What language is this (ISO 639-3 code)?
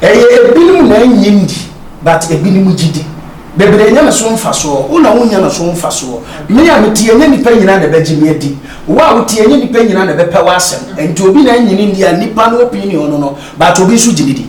aka